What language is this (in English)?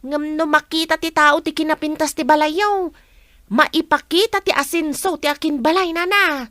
Iloko